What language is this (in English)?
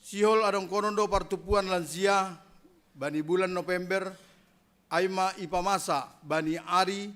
Batak Simalungun